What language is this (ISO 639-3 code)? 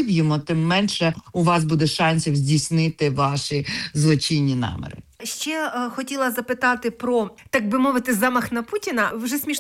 ukr